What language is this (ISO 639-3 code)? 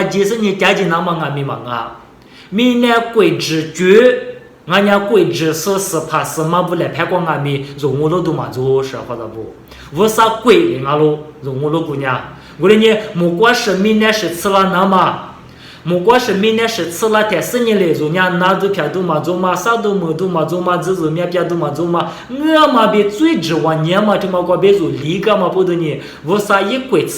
lis